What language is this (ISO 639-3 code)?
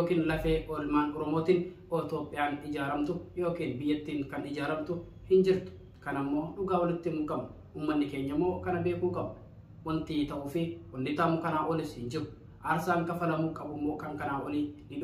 orm